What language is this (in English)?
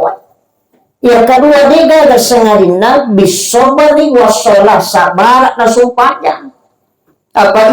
Buginese